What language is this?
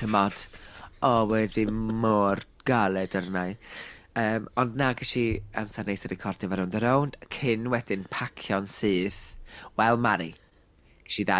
Welsh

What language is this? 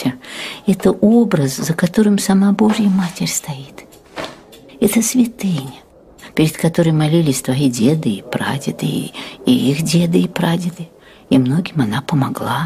Russian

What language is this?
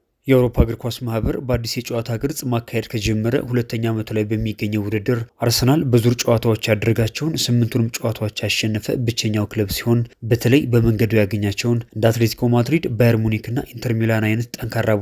Amharic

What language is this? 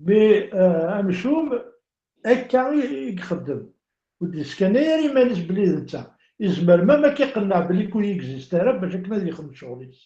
Kabyle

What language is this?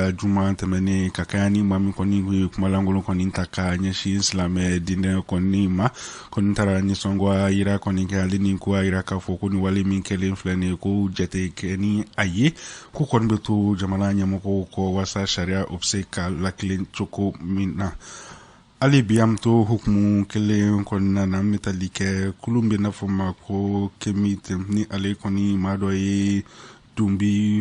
Bambara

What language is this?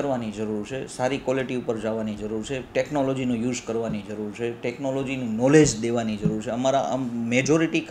Gujarati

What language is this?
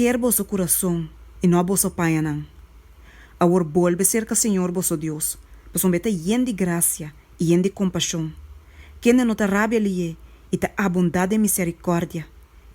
Papiamento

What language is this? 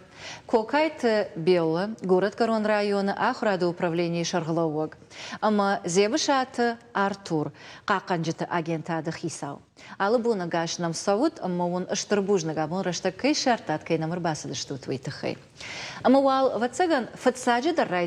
Ossetic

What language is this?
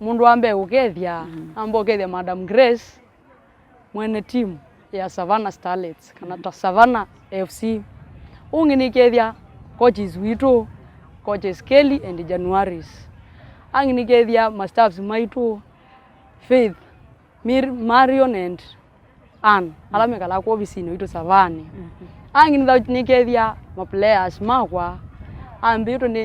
Kamba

